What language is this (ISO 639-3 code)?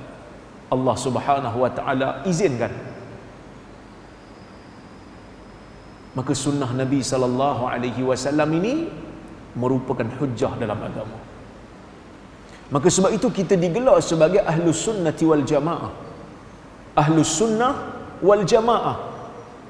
msa